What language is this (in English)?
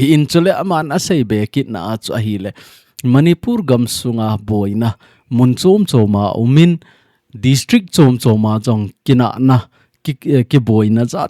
Thado Chin